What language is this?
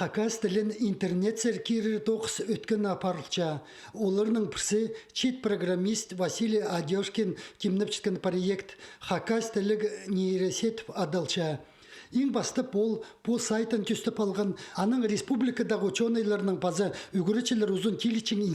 Khakas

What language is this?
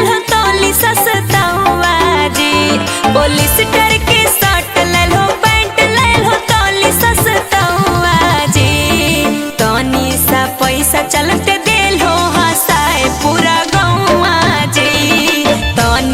Magahi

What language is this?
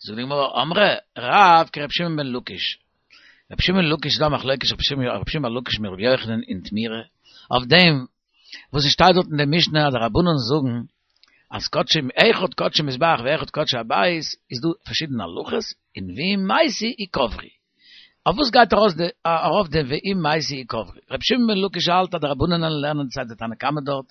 Yiddish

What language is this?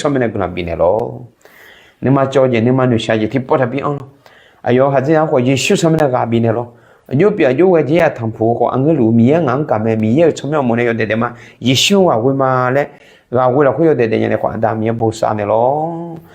Akha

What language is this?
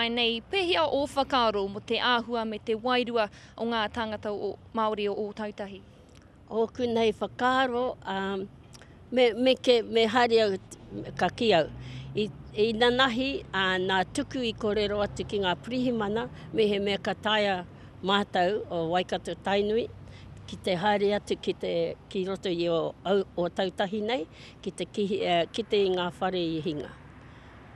Māori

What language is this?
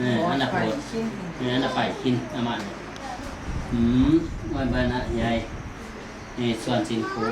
Paite Chin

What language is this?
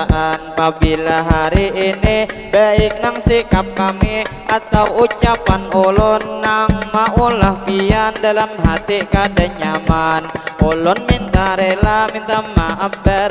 Banjar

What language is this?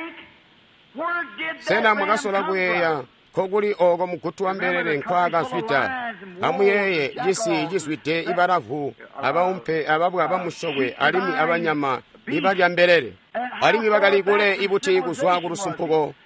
Tonga (Zambia)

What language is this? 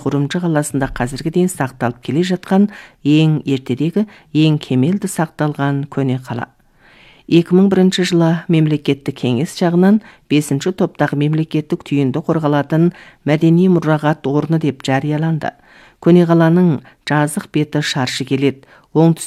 Kazakh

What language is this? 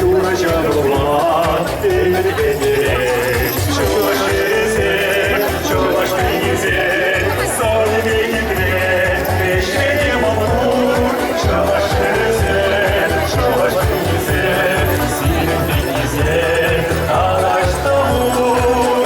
Chuvash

